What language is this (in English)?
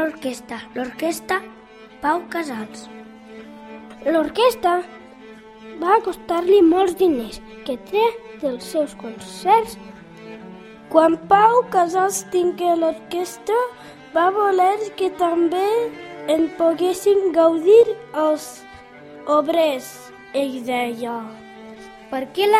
Catalan